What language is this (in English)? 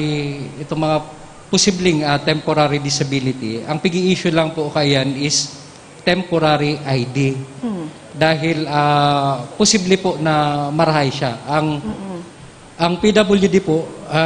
Bikol